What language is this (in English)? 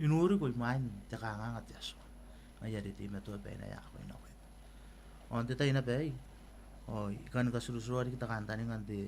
Gilbertese